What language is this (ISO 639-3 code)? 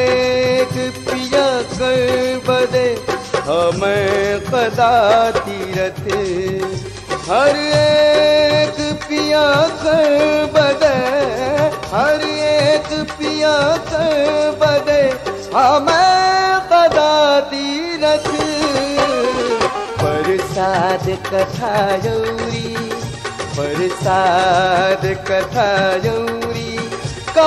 bho